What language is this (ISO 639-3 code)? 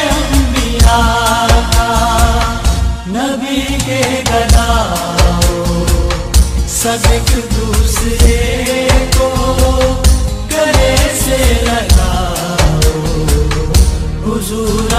urd